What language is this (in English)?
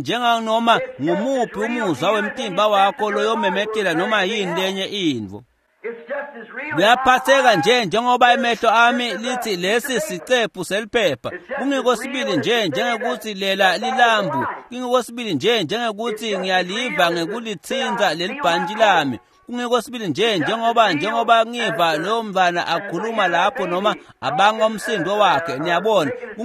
Swati